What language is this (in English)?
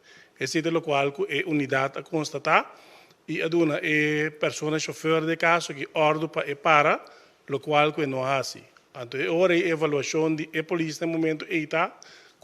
Papiamento